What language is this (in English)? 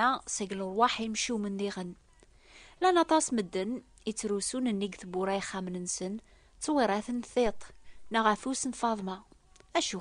Kabyle